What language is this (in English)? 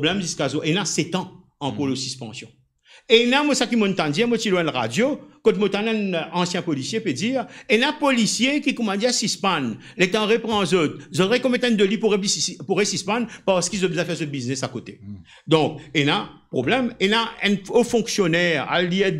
Morisyen